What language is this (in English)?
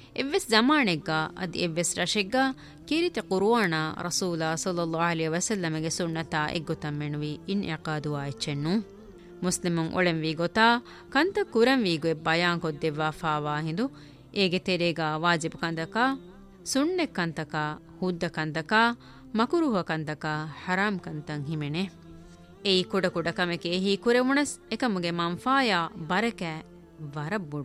Divehi